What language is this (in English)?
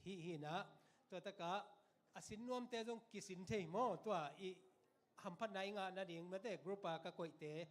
Tedim Chin